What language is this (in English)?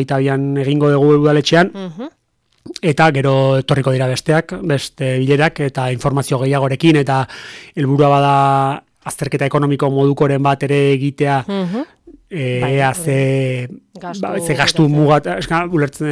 Basque